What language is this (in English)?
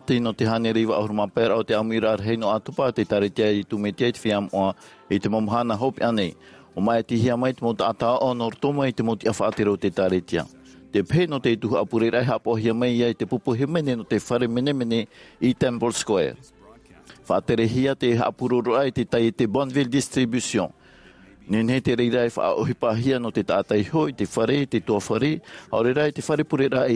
Tahitian